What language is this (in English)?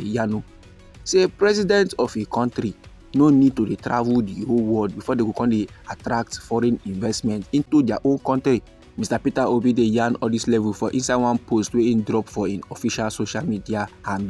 Nigerian Pidgin